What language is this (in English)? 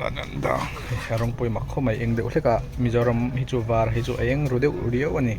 Mizo